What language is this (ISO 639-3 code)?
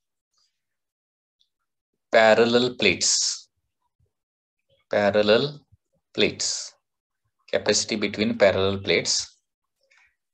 mar